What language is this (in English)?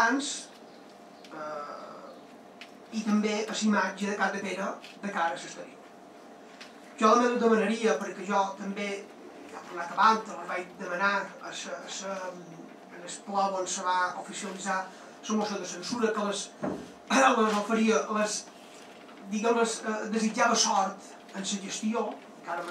Catalan